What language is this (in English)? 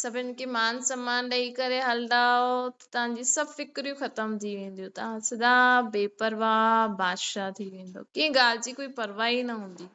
Sindhi